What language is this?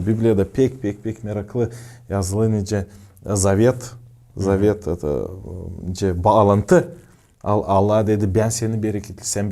Gagauz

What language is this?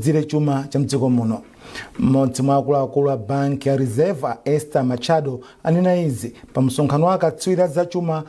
Nyanja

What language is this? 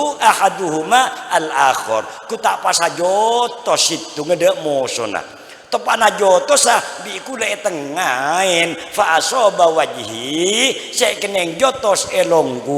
Madurese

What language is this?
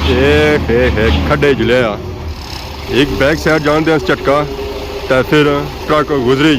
Pahari-Potwari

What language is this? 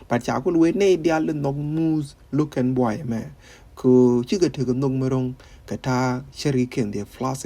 Nuer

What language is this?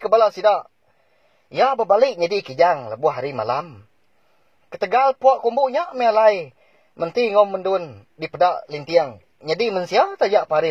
Iban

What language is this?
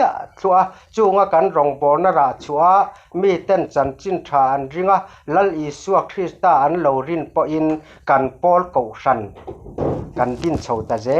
Mizo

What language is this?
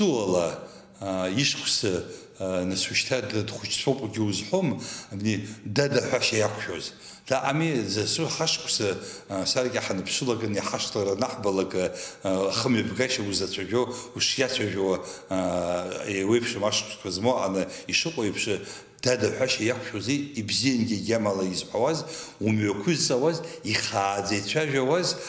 Abkhazian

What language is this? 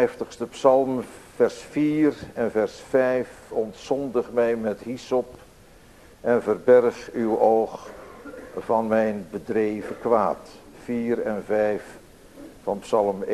Dutch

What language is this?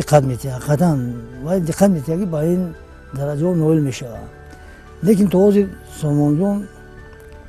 Tajik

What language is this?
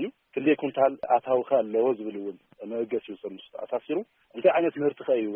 Tigrinya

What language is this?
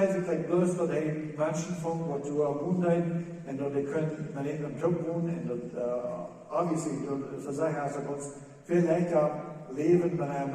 Plautdietsch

